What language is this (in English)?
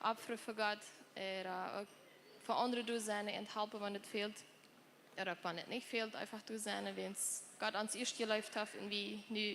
Plautdietsch